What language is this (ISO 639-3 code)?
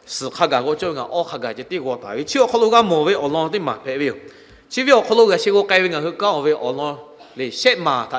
lhu